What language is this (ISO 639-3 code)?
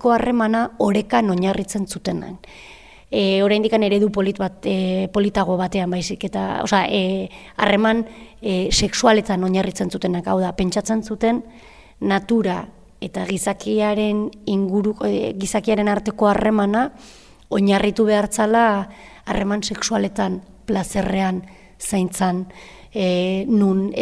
eus